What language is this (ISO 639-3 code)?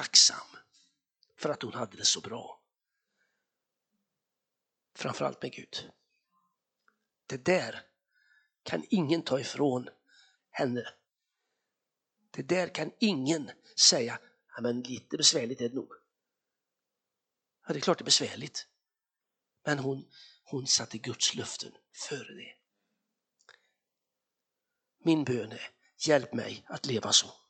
swe